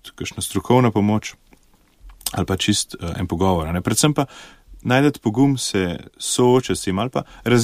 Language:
Slovenian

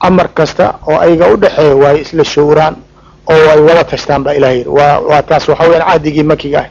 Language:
Somali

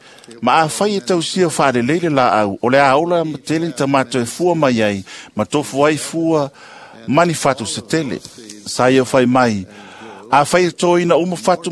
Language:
Samoan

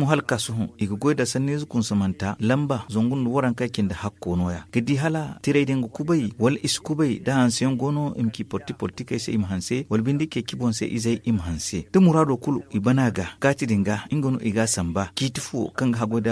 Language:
Zarma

